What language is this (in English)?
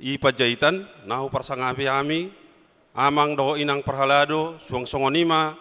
Batak Toba